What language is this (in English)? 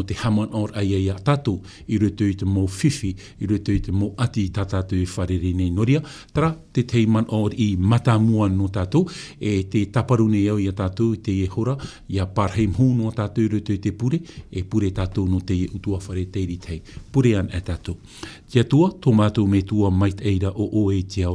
Tahitian